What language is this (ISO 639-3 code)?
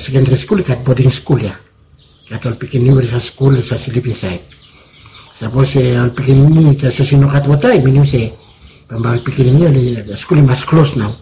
bis